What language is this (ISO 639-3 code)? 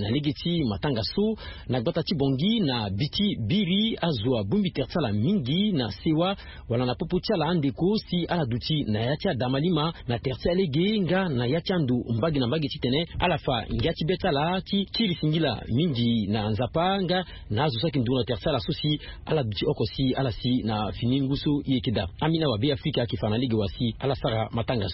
sag